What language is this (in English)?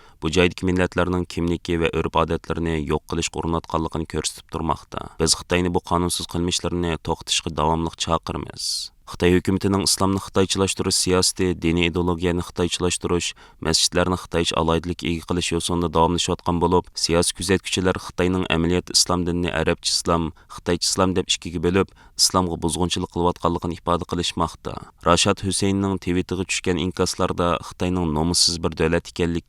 Uyghur